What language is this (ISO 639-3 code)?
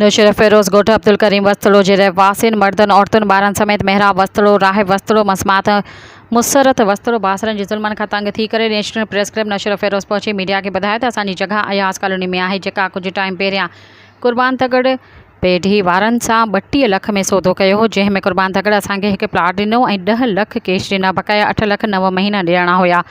snd